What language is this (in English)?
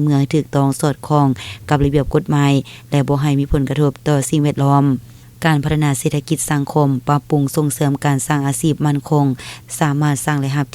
Lao